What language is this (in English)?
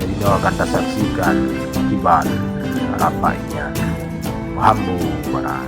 Achinese